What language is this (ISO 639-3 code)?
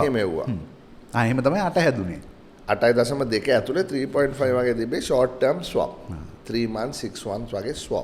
sin